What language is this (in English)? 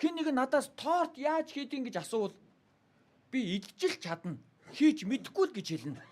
Mongolian